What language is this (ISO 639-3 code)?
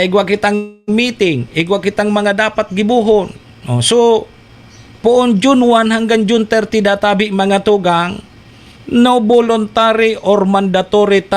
bik